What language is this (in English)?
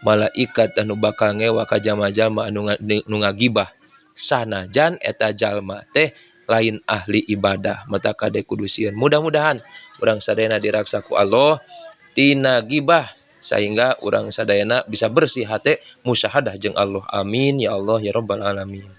Sundanese